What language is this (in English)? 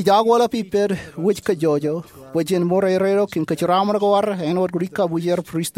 Marshallese